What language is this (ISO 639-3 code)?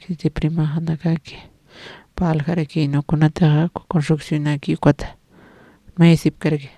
aym